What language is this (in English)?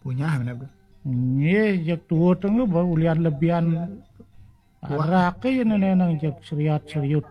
Balinese